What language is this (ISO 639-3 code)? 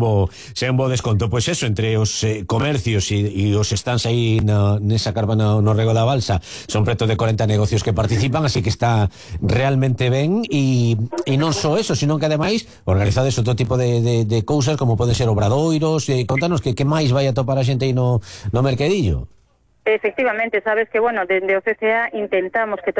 glg